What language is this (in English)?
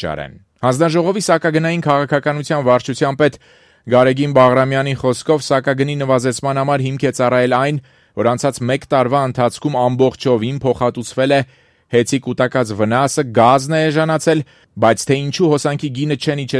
Armenian